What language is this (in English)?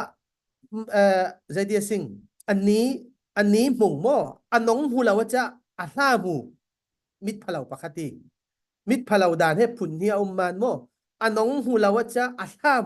Falam Chin